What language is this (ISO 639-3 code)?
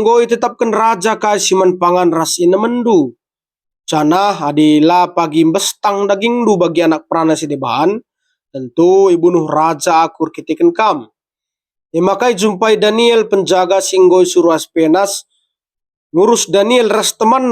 btx